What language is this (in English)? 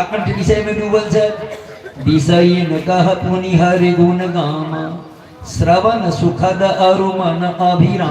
Maithili